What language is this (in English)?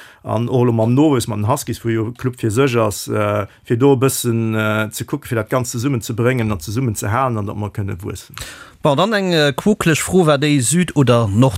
Luxembourgish